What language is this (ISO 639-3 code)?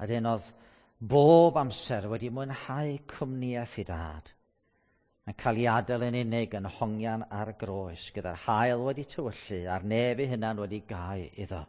cym